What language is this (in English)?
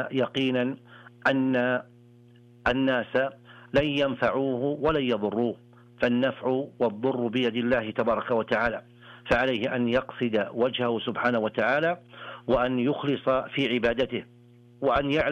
Arabic